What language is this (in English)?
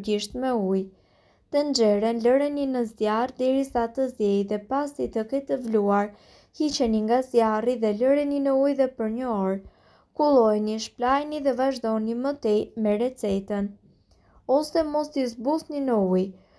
Albanian